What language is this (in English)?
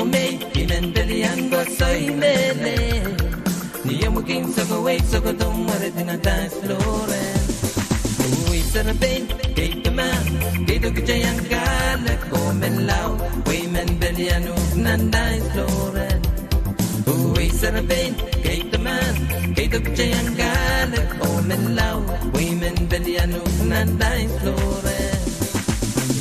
Pohnpeian